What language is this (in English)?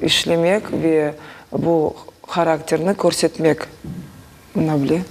Crimean Tatar